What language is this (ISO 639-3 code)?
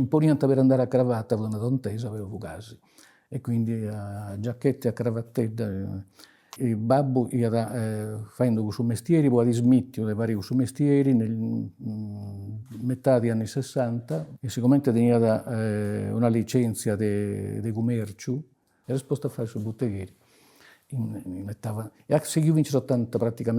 srd